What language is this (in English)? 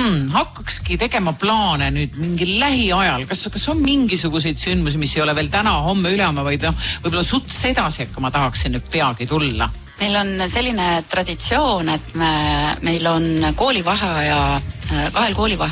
Estonian